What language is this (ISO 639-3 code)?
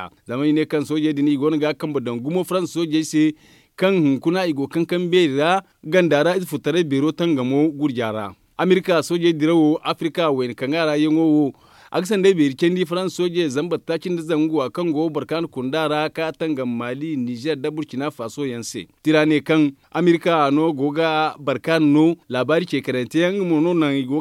dje